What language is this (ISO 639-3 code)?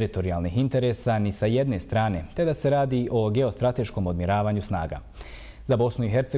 bos